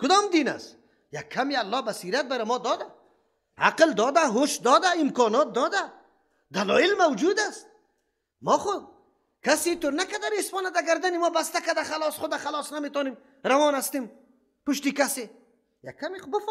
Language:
Persian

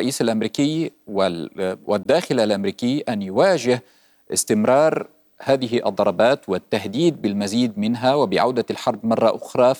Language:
Arabic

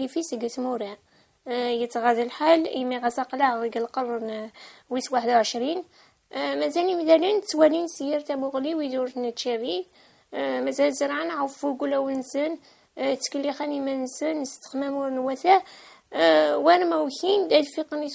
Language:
Kabyle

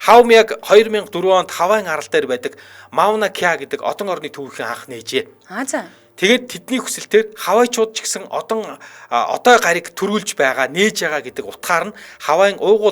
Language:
Mongolian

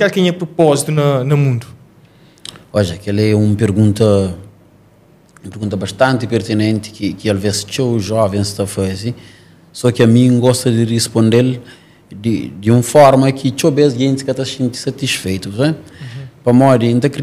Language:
Portuguese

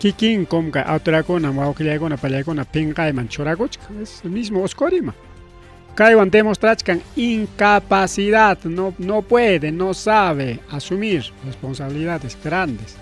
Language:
Ayacucho Quechua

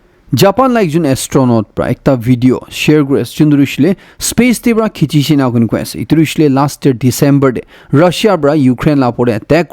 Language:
Naga Pidgin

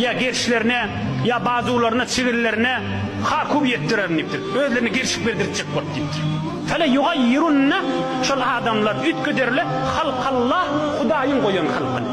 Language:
Turkmen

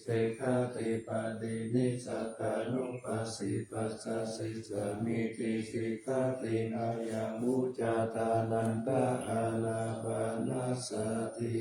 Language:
Pali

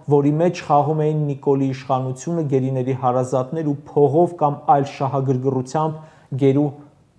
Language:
Armenian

